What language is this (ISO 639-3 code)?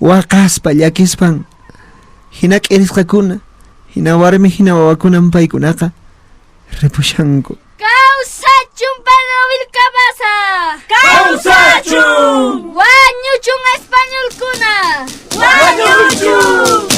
que